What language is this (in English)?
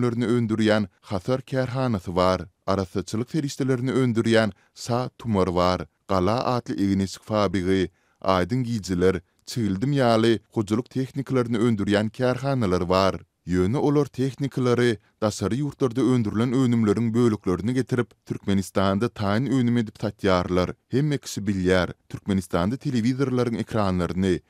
Turkmen